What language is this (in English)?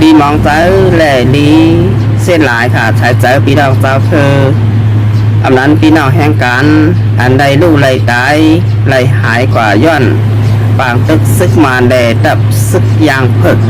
Shan